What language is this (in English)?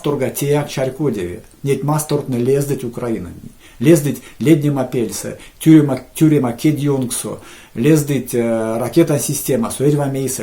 Erzya